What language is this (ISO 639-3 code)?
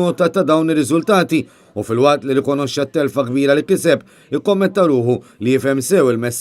mlt